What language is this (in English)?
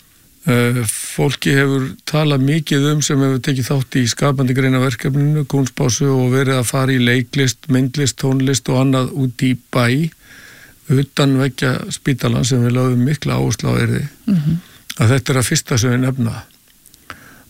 Icelandic